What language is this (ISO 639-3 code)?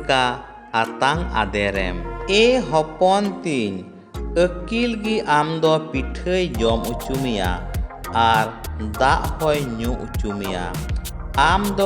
sat